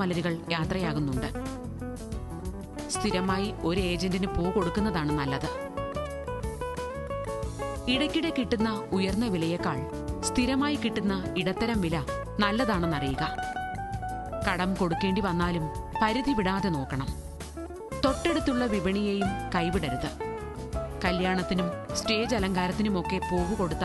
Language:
Malayalam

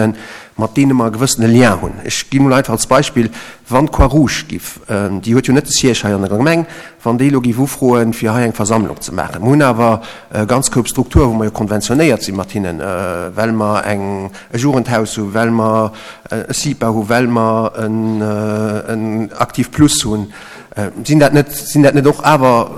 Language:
Luxembourgish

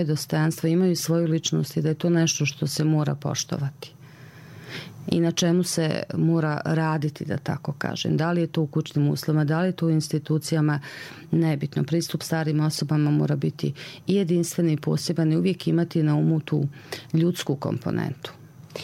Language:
Bosnian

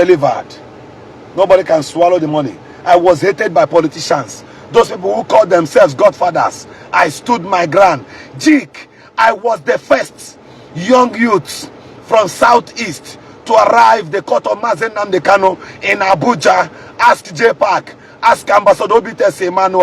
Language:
Igbo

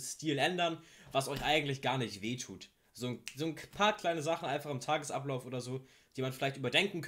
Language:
German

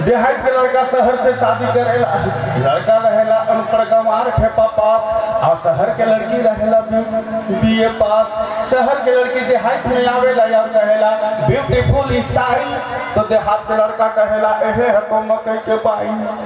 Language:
Sadri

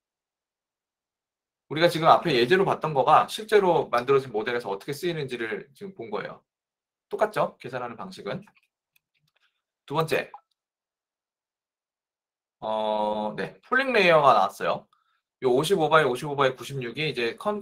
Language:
Korean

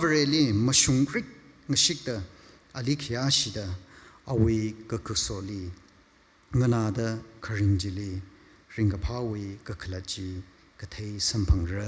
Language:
Tangkhul Naga (India)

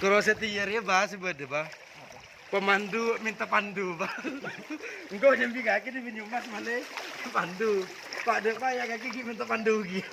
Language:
Madurese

